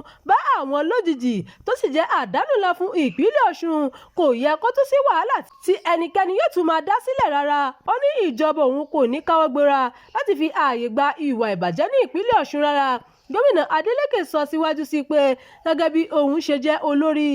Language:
Yoruba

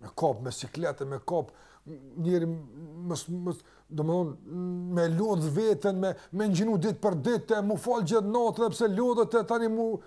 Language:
Albanian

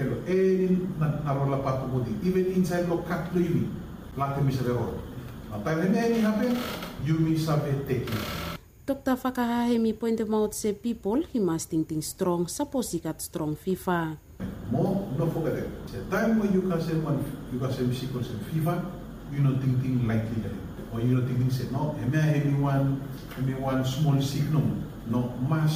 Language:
Bislama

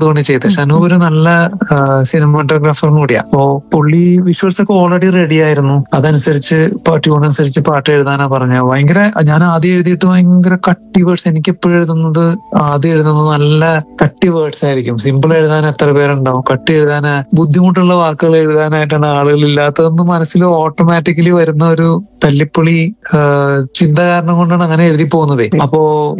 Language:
Malayalam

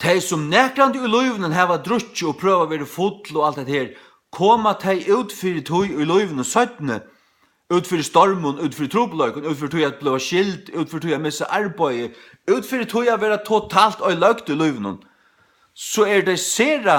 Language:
Faroese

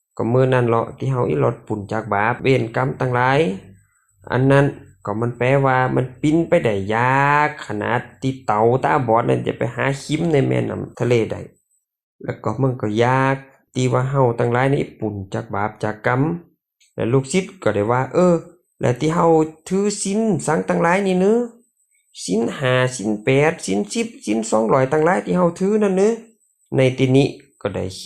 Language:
Lao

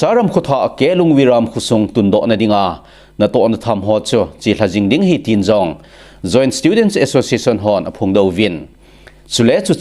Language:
Thado Chin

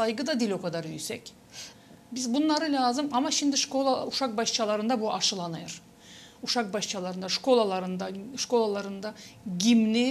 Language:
Gagauz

